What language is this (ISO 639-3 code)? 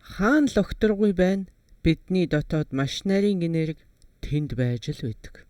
mon